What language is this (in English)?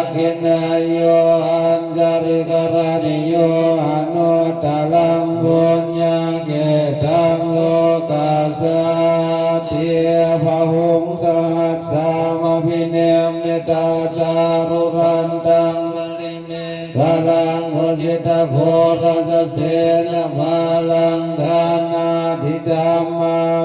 Pali